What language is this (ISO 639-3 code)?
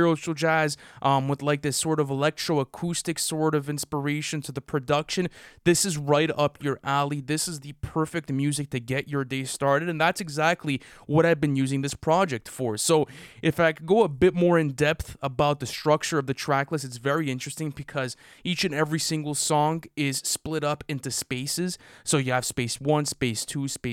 eng